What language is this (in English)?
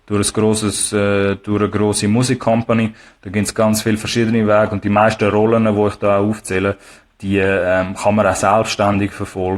Swiss German